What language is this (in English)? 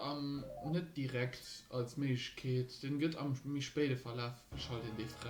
Luxembourgish